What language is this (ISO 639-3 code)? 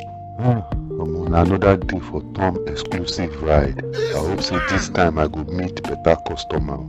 pcm